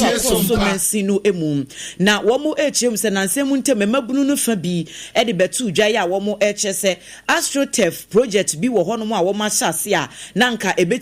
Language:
Akan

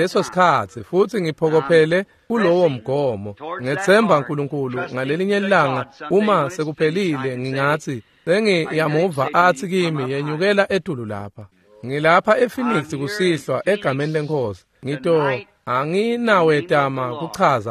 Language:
Swati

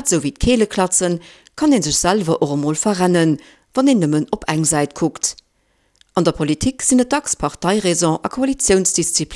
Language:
Luxembourgish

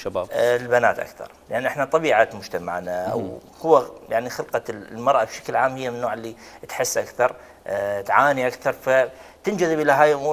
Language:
Mesopotamian Arabic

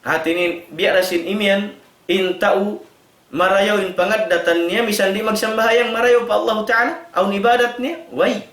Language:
Tausug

